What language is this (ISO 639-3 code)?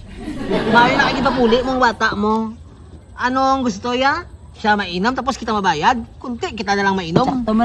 hil